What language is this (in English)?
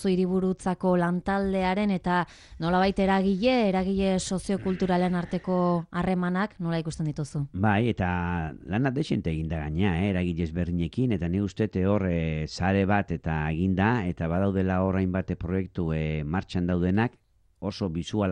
Basque